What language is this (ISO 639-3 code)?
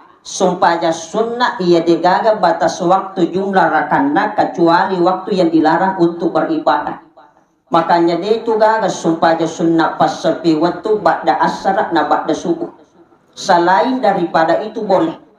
bug